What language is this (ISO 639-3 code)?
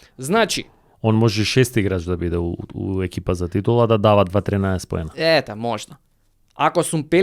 mkd